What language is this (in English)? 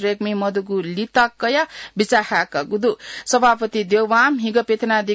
Newari